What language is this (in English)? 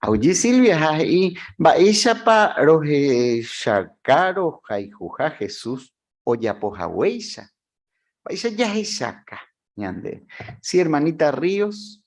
Guarani